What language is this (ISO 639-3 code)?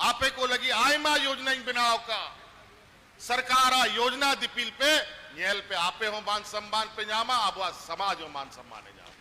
sat